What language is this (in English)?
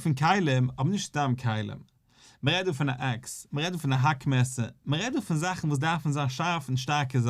Yiddish